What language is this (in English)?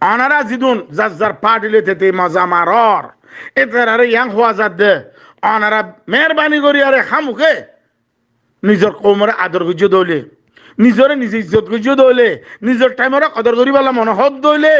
Rohingya